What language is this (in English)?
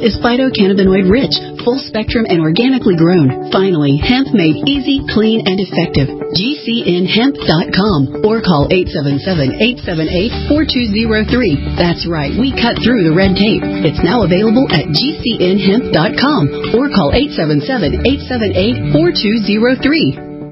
English